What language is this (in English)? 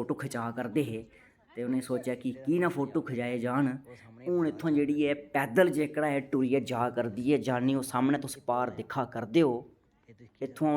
Dogri